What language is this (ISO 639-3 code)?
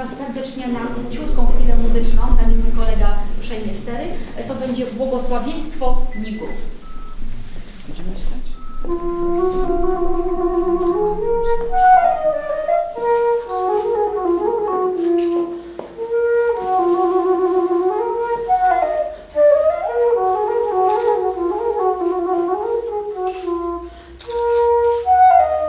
pol